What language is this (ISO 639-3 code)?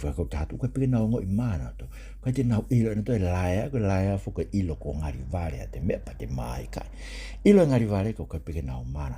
ton